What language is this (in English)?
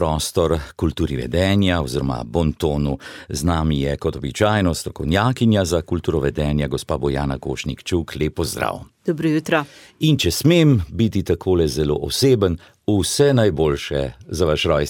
Slovenian